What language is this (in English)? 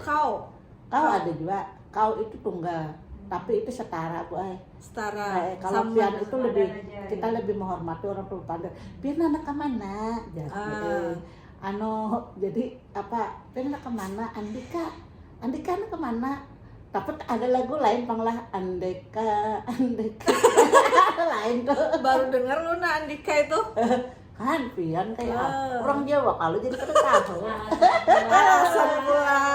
Banjar